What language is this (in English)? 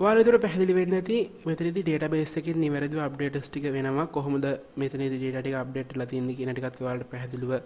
Sinhala